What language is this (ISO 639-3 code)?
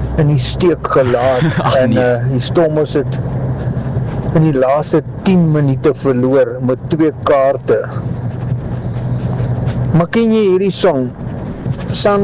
afr